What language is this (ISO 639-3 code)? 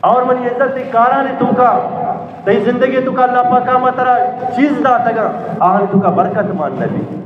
bgp